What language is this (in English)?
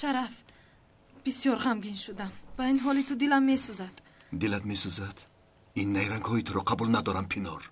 Tajik